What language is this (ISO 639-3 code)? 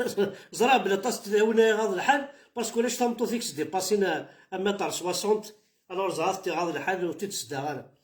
kab